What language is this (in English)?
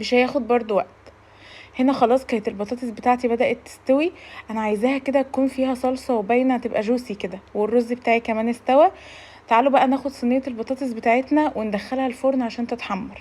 Egyptian Arabic